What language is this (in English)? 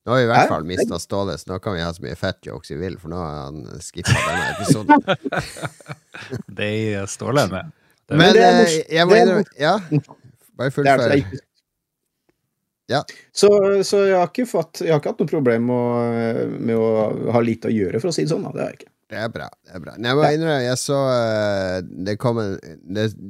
Norwegian